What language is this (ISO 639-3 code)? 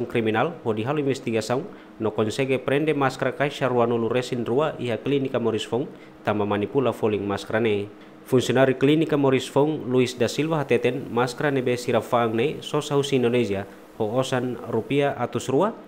tet